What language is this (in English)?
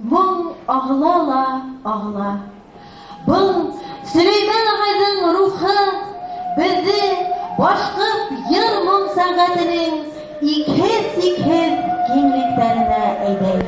Bashkir